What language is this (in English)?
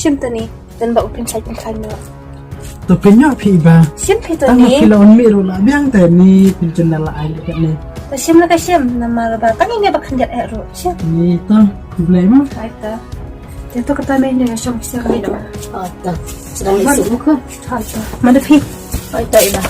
Khasi